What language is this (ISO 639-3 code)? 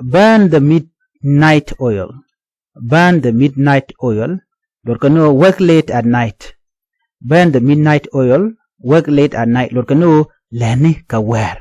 nus